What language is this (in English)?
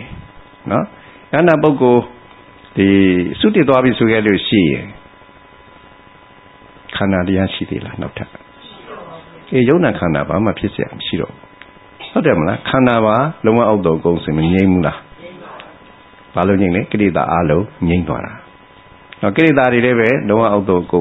Burmese